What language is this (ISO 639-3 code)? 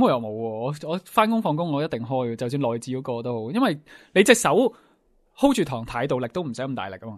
yue